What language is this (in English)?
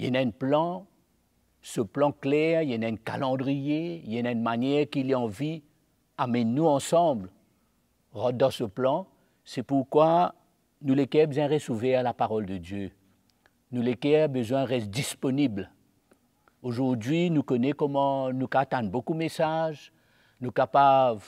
Morisyen